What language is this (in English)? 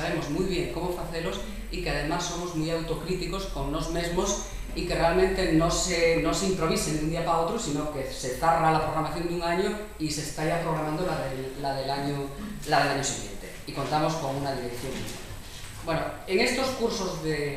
Asturian